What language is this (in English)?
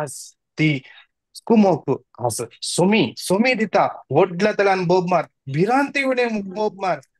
Konkani